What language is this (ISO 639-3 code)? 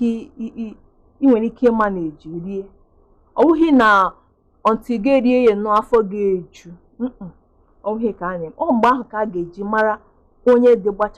ibo